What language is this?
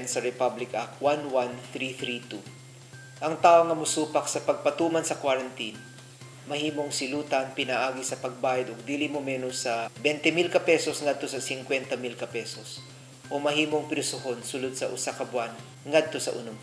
Cebuano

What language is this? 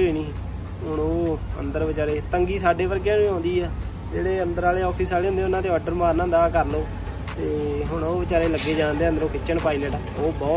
Punjabi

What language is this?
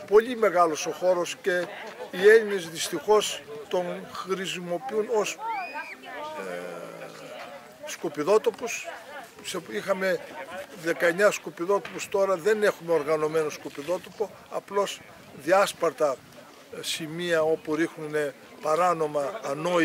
Greek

